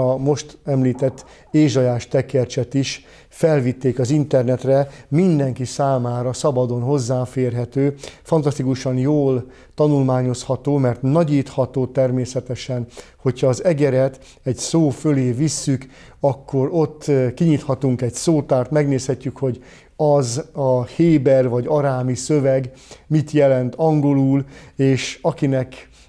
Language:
Hungarian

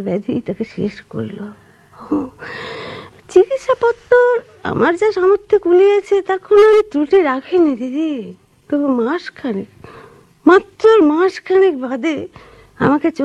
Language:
Bangla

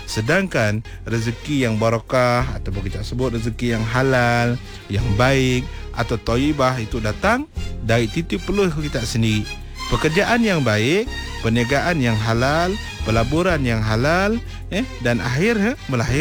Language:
Malay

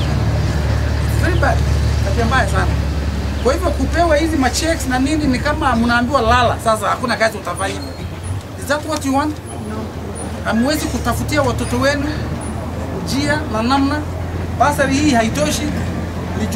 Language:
Swahili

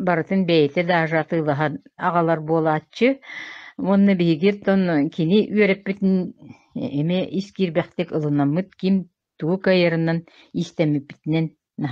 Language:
Yakut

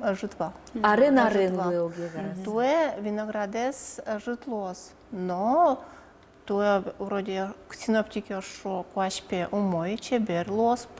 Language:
Udmurt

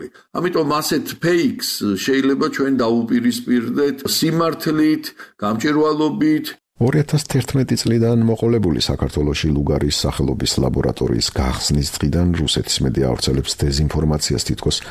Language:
Georgian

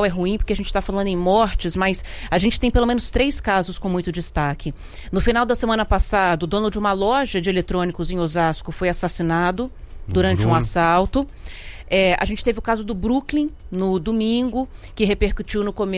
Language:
Portuguese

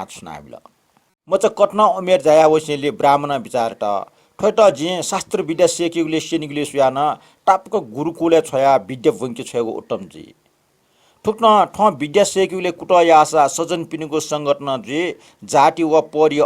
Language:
Newari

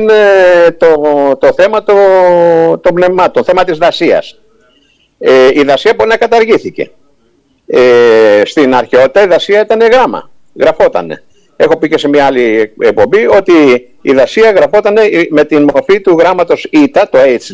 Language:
Greek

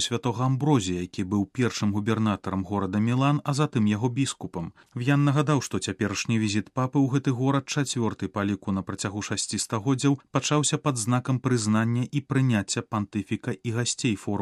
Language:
Belarusian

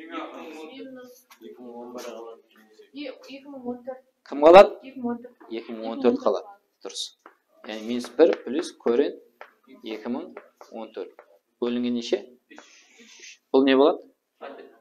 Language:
Kara-Kalpak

